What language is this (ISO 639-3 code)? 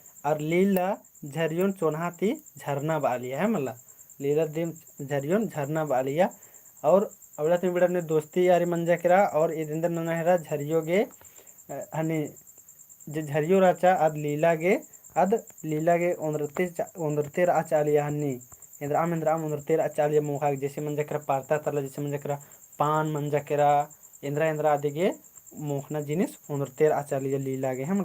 kru